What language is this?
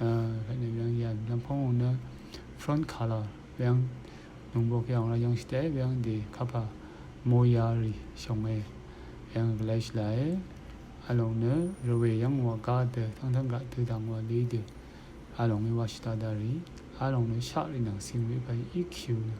Rawang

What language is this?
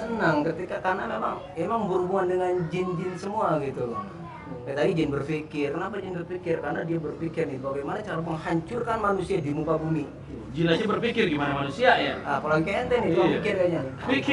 Betawi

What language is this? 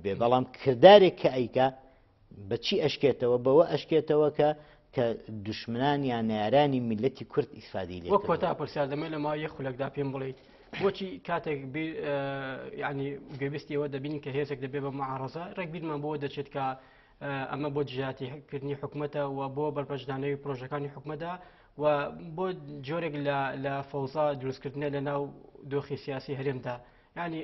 Central Kurdish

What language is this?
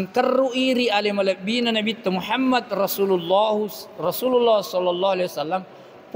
Buginese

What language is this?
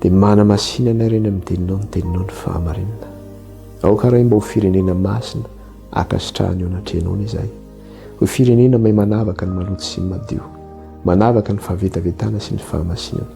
Malagasy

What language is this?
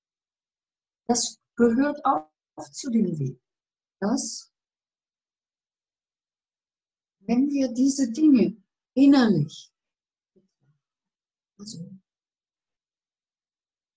German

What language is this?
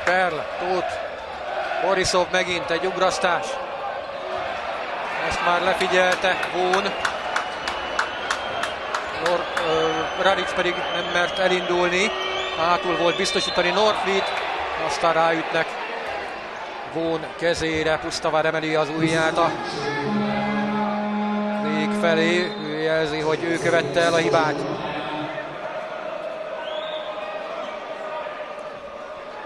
Hungarian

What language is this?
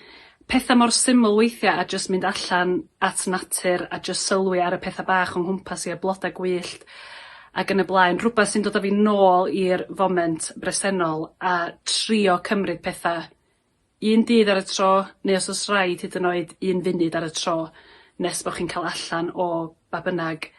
Welsh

